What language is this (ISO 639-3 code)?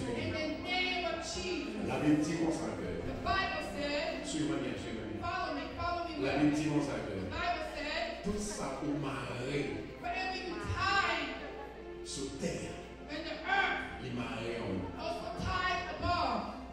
hat